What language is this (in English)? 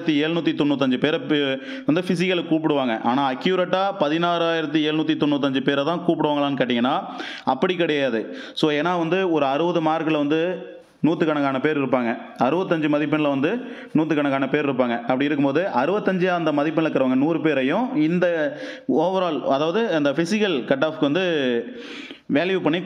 Tamil